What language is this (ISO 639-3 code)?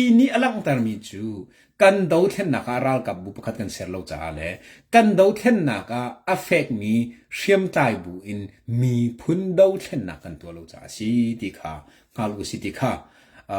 cnh